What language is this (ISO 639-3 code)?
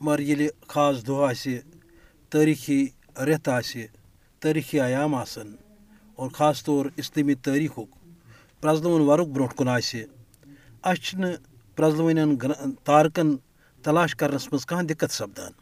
kas